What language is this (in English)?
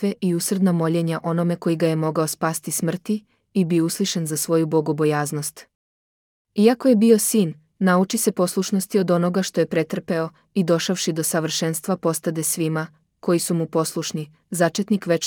Serbian